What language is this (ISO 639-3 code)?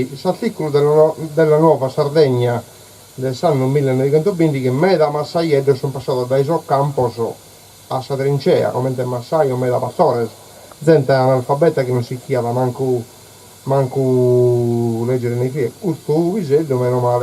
srd